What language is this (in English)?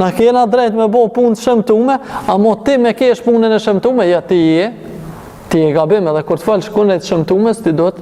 Albanian